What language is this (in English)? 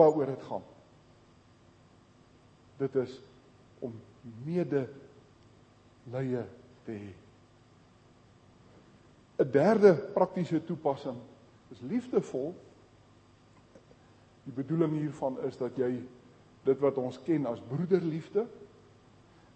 Afrikaans